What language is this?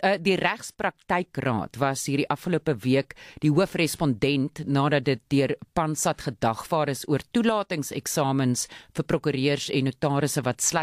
Afrikaans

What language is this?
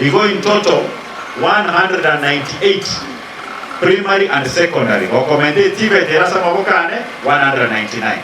Gusii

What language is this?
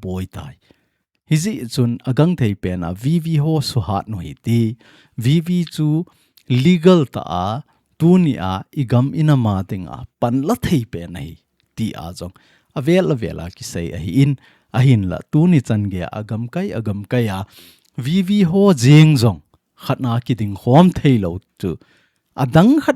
Thado Chin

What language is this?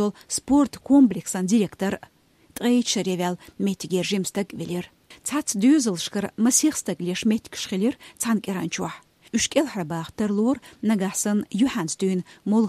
Chechen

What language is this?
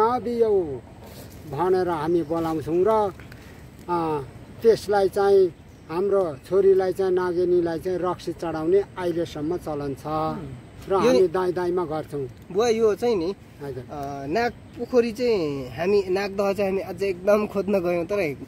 Nepali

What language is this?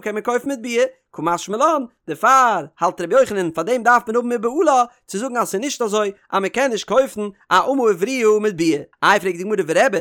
Yiddish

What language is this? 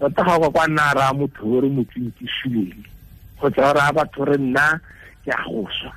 Tswana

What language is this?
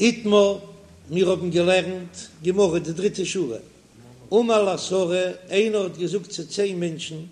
Yiddish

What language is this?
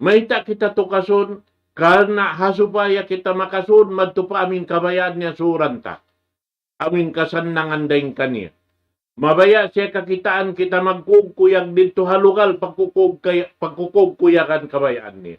Tausug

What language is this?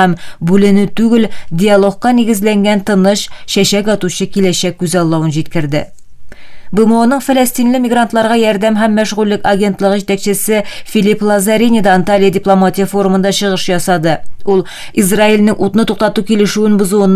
Tatar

